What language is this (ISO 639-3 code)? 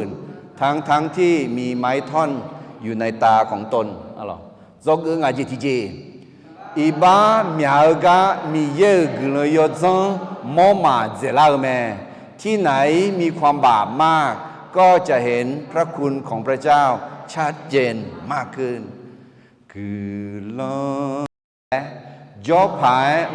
ahk